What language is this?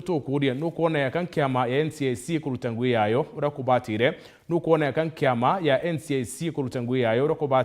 Meru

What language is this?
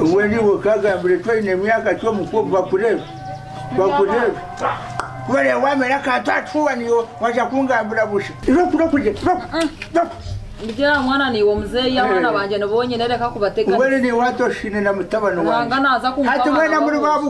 Nyankole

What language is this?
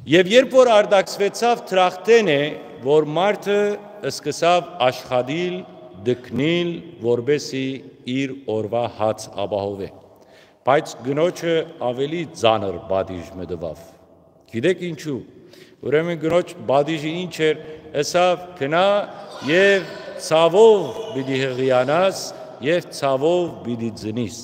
Western Armenian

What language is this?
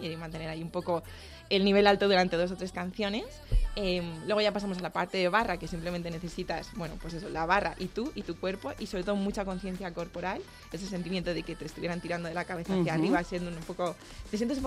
Spanish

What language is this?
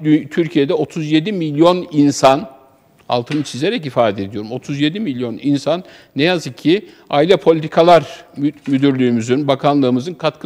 Turkish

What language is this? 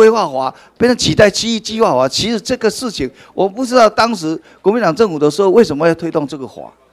Chinese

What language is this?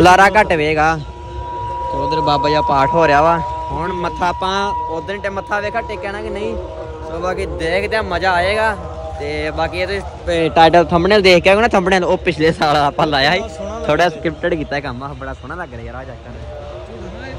Punjabi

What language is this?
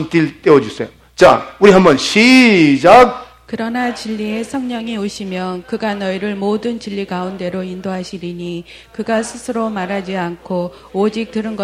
Korean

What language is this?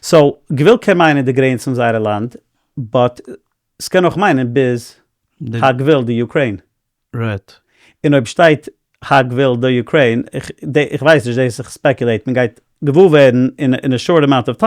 Yiddish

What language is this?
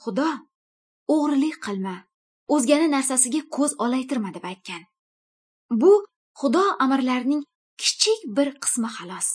Uyghur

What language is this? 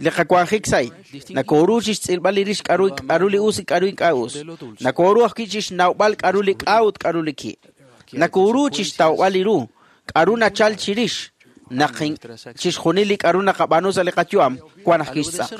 Kekchí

